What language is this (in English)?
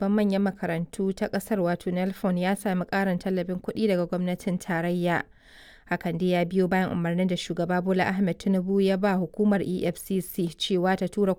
Hausa